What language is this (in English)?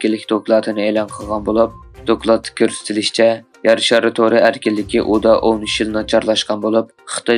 Uyghur